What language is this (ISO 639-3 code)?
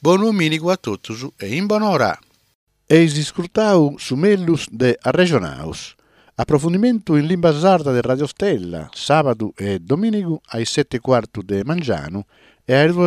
srd